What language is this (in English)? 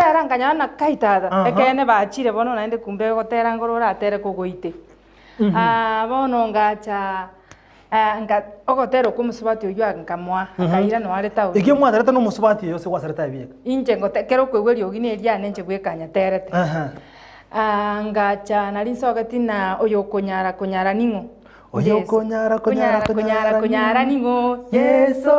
Gusii